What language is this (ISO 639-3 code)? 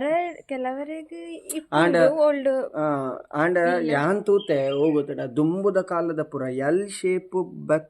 tcy